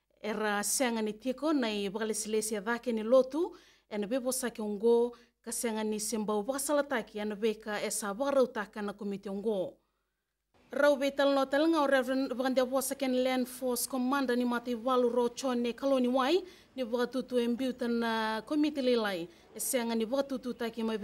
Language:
Fijian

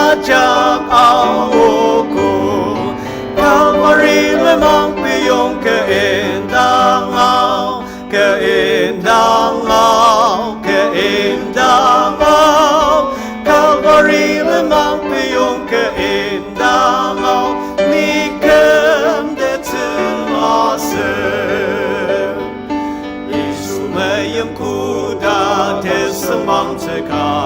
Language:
Ao Naga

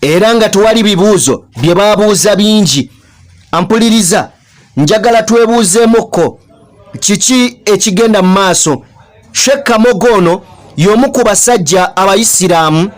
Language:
Ganda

